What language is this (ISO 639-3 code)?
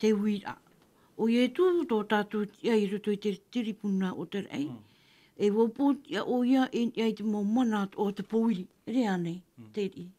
tah